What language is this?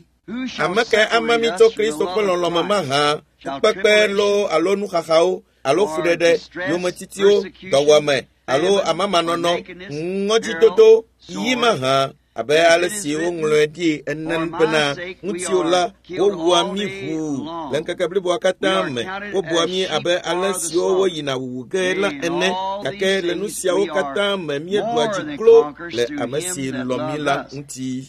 Ewe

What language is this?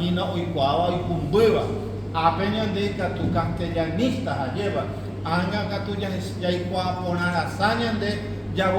Guarani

